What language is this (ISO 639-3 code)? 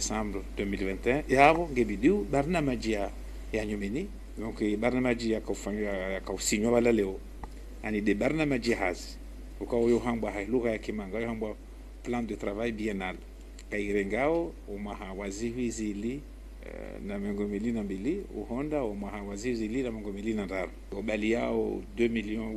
zdj